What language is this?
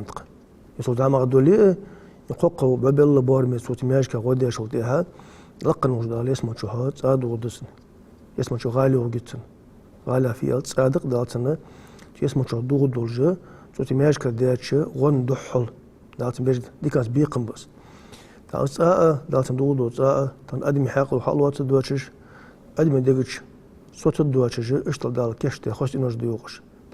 Ingush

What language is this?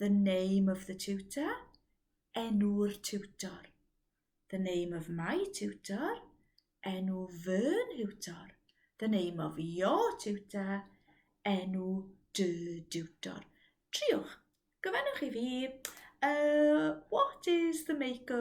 Welsh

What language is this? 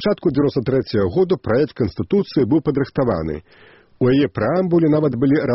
Belarusian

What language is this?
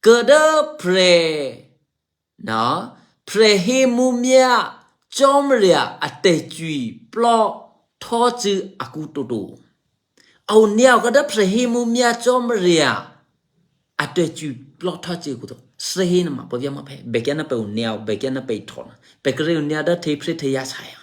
Eastern Kayah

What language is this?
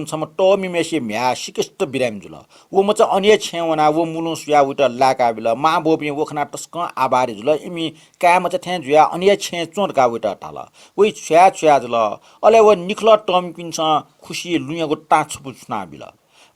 Newari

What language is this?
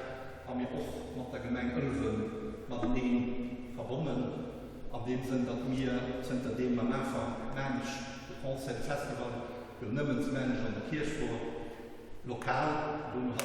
Luxembourgish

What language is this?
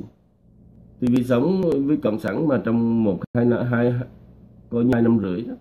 Vietnamese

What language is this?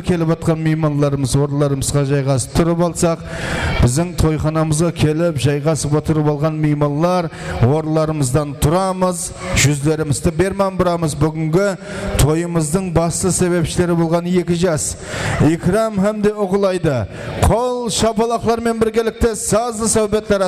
Kara-Kalpak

